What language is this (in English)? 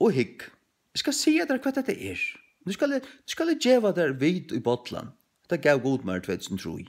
Faroese